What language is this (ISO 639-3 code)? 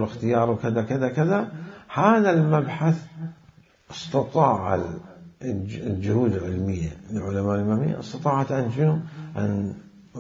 acm